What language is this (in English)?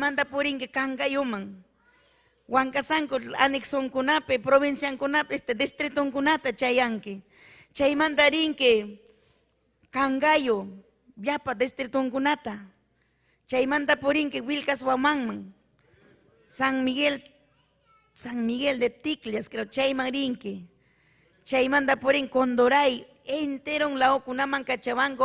Ayacucho Quechua